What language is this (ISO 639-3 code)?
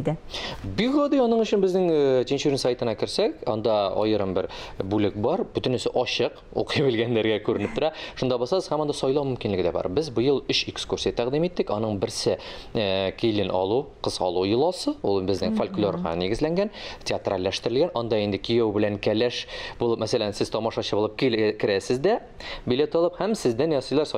tat